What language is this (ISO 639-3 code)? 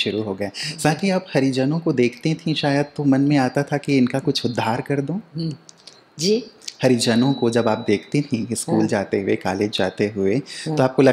hin